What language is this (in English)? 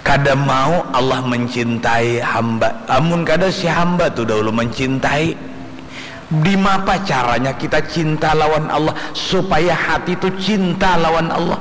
Banjar